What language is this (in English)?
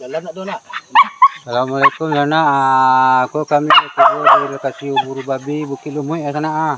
Minangkabau